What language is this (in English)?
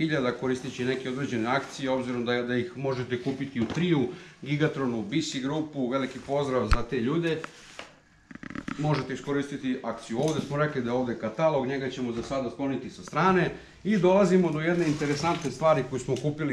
Serbian